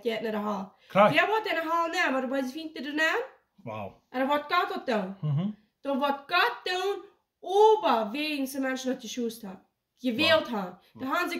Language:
Plautdietsch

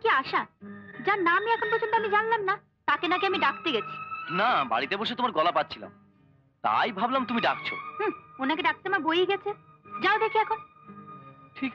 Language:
Bangla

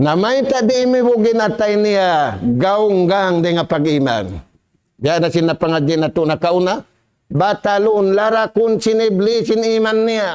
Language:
Tausug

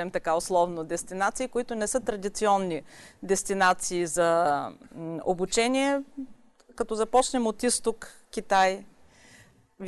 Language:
Bulgarian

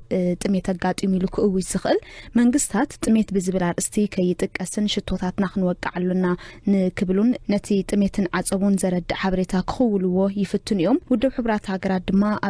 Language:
Tigrinya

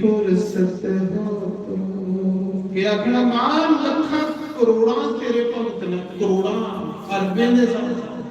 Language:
Dogri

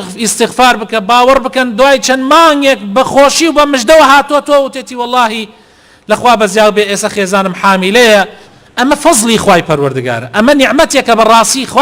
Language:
Central Kurdish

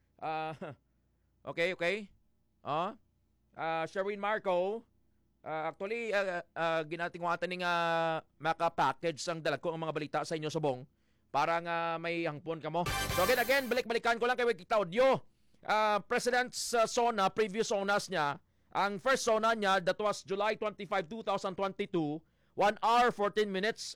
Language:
Hiligaynon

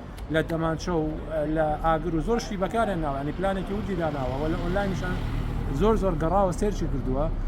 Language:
Central Kurdish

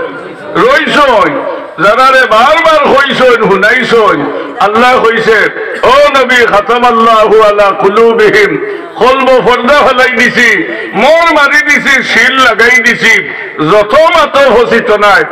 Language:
Sylheti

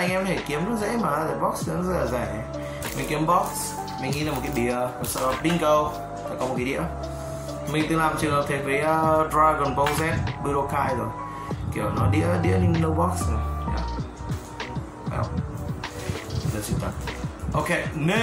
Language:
Vietnamese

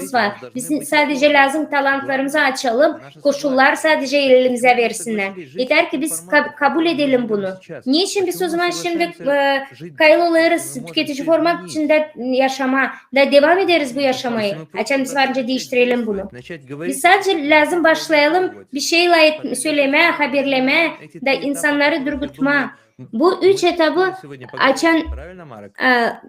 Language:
Gagauz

